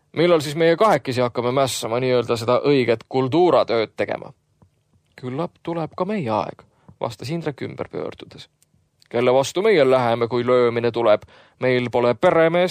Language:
Estonian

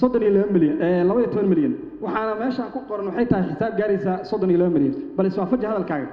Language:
Somali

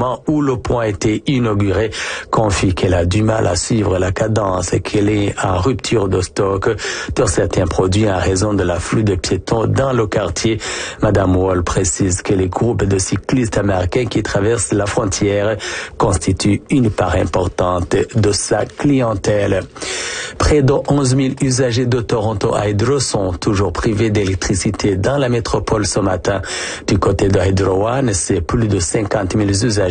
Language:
French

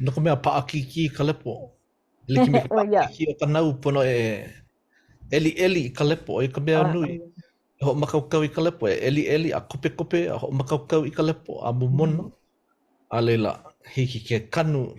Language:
Hawaiian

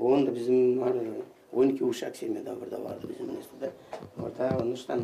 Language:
Gagauz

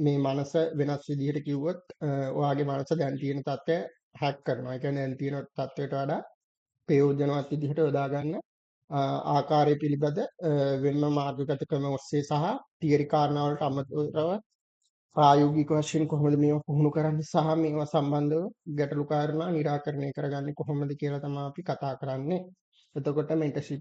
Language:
Sinhala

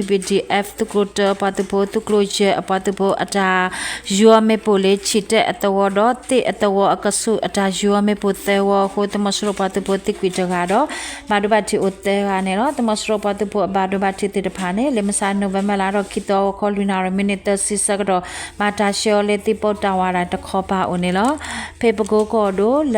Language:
S'gaw Karen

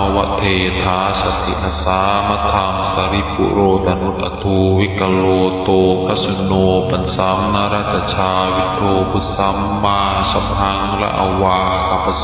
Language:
Pali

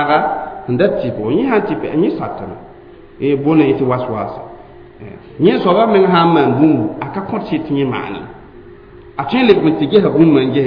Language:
Mossi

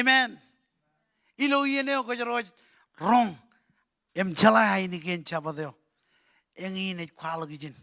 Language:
Marshallese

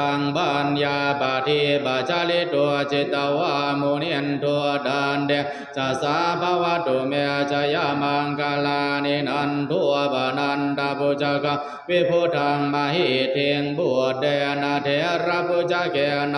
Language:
Pali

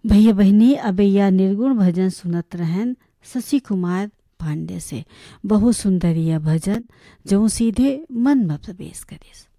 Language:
Bhojpuri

